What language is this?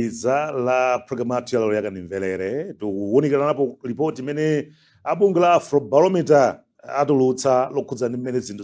Nyanja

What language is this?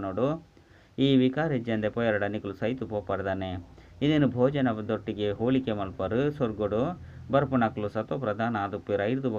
Tulu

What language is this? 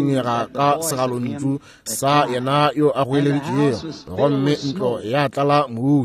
Northern Sotho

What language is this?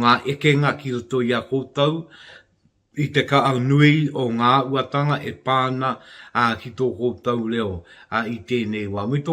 Māori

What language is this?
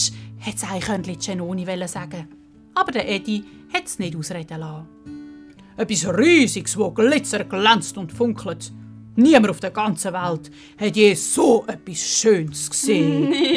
Swiss German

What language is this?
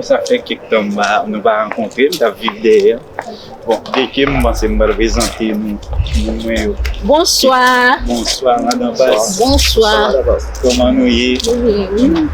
Haitian Creole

